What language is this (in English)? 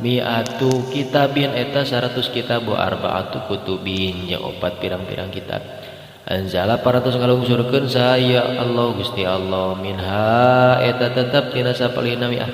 Sundanese